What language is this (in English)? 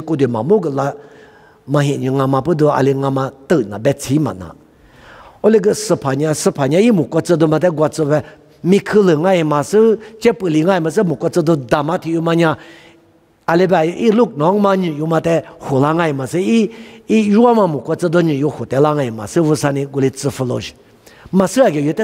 Lisu